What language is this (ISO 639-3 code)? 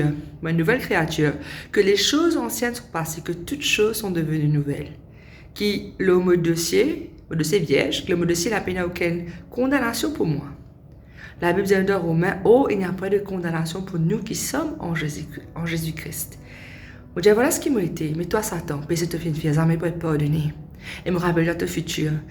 mfe